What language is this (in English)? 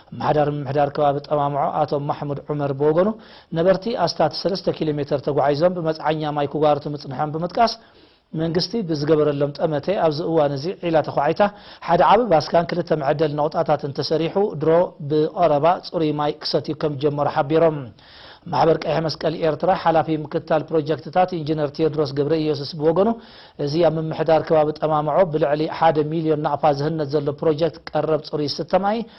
Tigrinya